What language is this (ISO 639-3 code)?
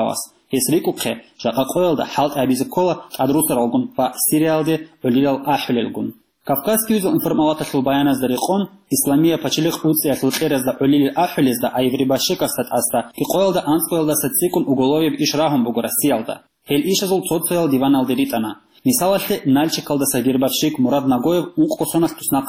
ava